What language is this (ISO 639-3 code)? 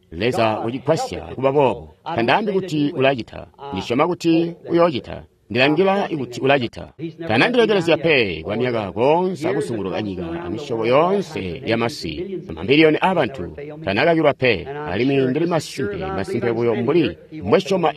toi